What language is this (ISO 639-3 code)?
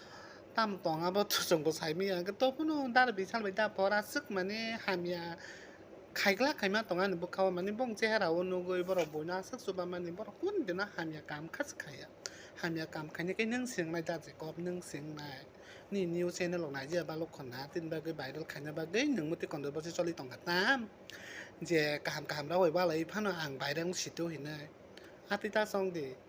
trp